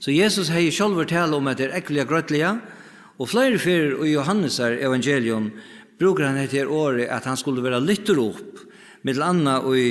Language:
Faroese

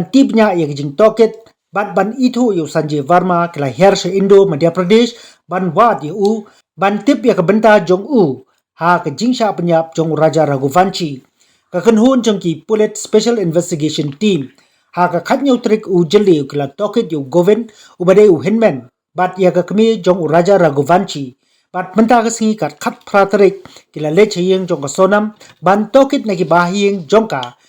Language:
Khasi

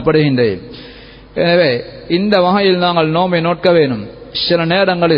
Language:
Tamil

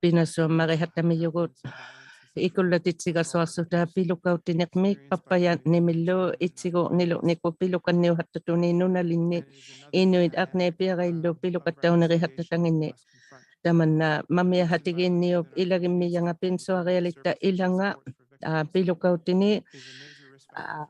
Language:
Inuktitut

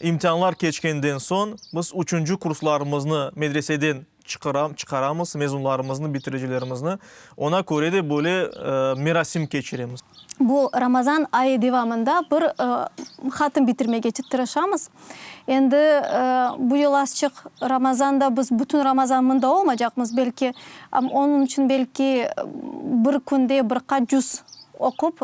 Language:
Crimean Tatar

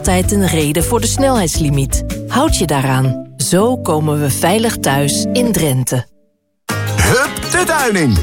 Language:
Dutch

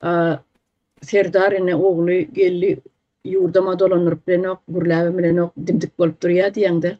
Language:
Turkmen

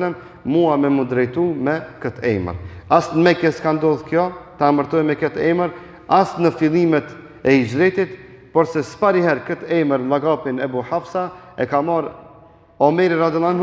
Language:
Albanian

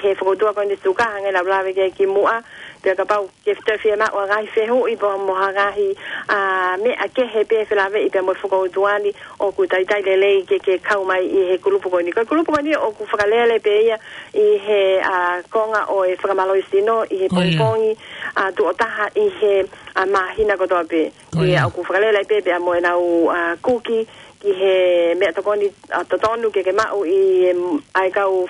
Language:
Tongan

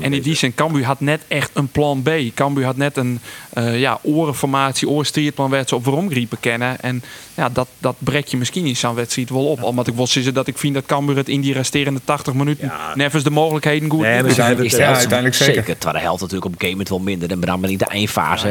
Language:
Western Frisian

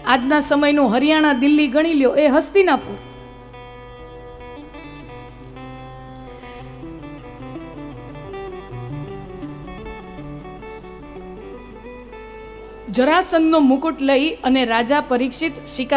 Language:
Gujarati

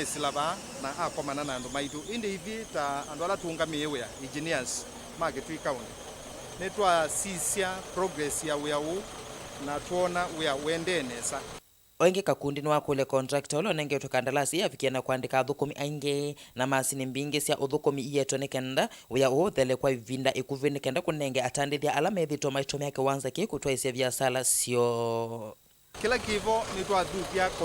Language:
Kamba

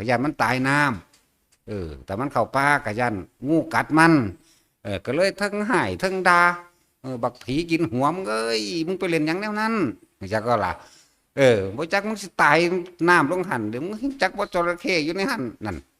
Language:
Northeastern Thai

